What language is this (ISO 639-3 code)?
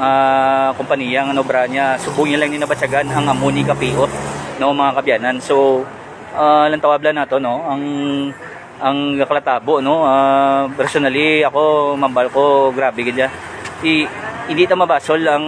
hil